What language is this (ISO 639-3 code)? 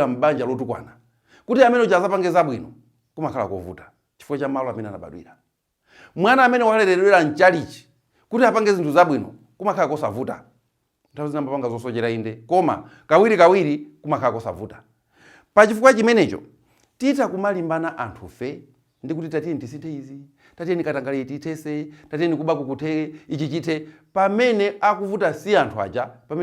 nya